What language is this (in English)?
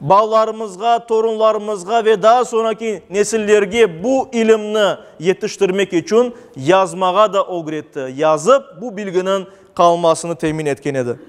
Crimean Tatar